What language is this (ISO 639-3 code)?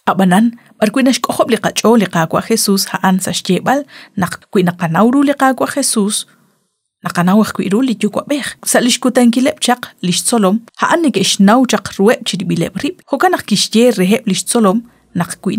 kek